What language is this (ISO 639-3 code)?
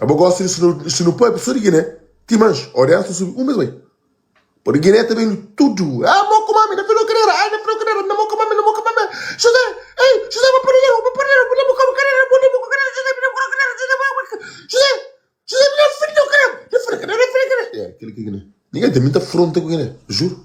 kea